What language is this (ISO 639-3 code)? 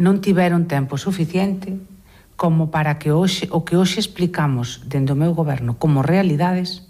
glg